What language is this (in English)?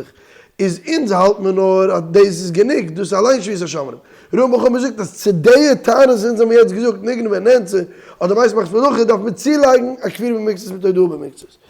Yiddish